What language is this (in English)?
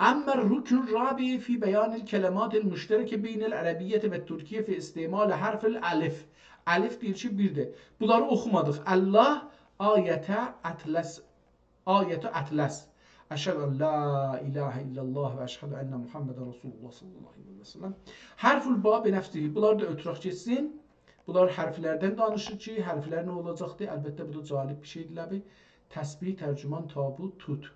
South Azerbaijani